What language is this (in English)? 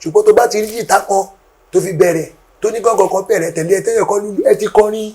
Yoruba